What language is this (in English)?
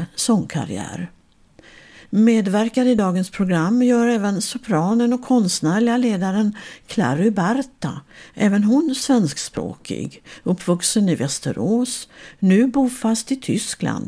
Swedish